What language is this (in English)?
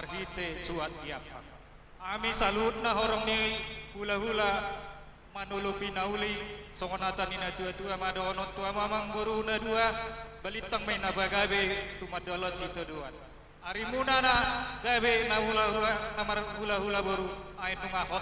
Batak Toba